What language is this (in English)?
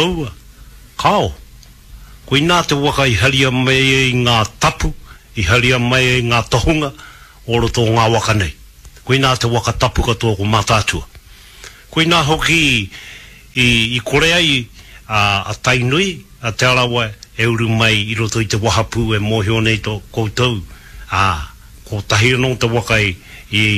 Māori